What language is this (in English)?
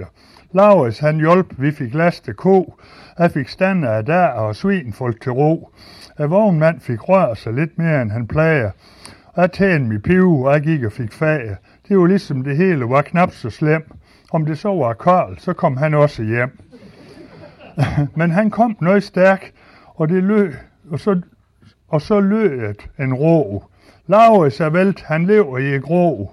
Danish